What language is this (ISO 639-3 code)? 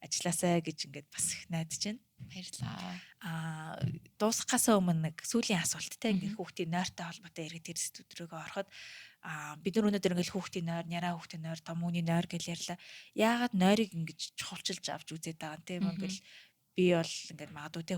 mon